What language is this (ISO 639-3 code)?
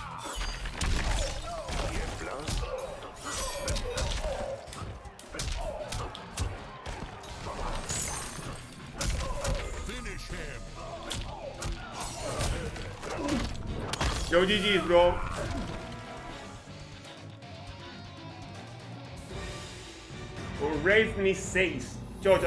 spa